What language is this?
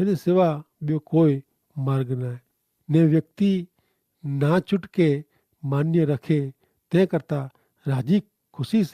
Kachhi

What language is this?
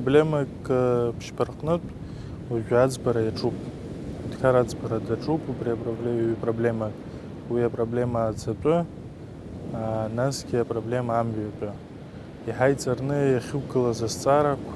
Abkhazian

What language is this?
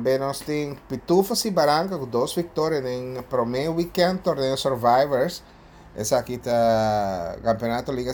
Papiamento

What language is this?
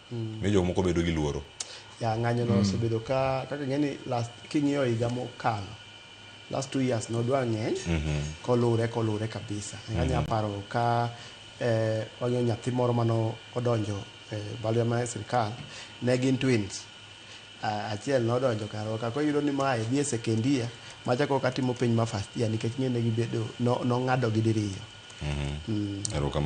Luo (Kenya and Tanzania)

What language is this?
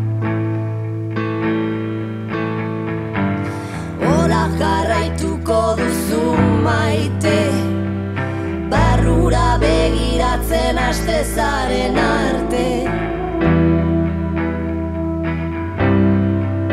Basque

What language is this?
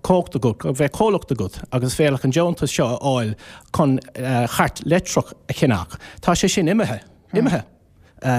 Irish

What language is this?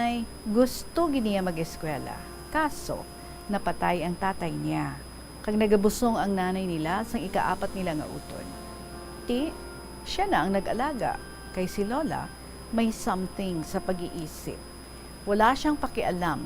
Hiligaynon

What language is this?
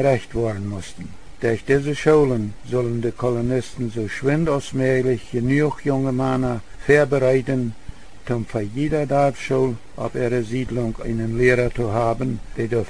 Plautdietsch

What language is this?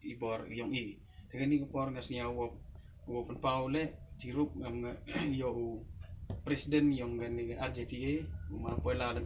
Pnar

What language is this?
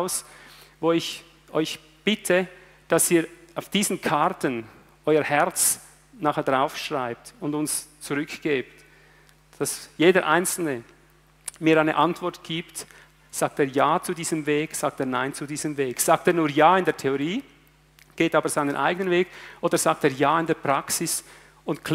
German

